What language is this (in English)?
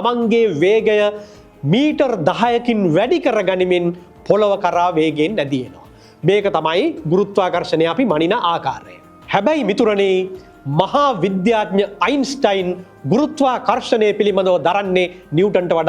Sinhala